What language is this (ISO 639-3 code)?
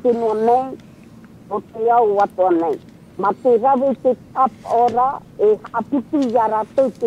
tah